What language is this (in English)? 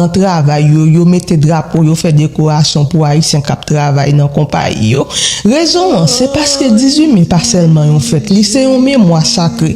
Haitian Creole